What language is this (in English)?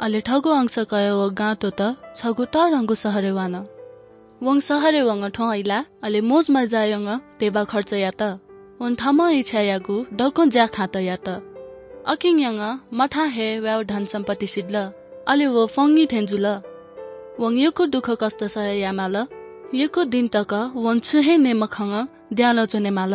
Newari